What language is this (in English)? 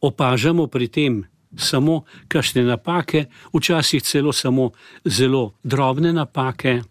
Slovenian